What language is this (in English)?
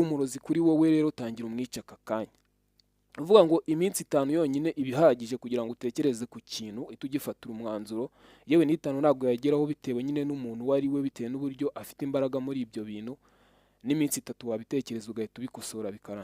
Kinyarwanda